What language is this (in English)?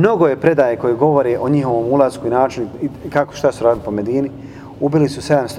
Bosnian